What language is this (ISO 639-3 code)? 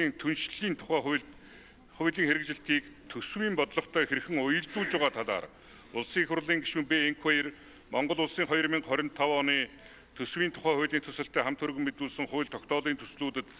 mon